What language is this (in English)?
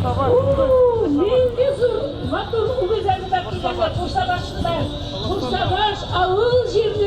Tatar